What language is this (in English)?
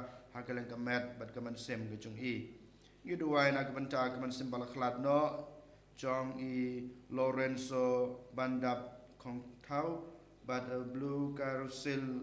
Khasi